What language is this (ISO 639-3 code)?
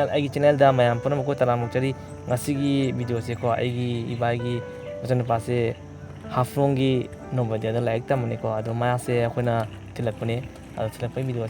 mni